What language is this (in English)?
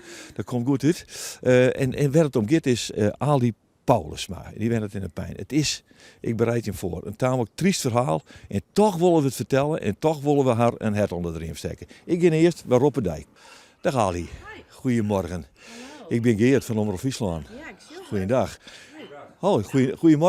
Western Frisian